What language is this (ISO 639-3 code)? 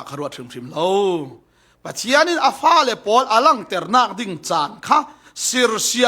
cfm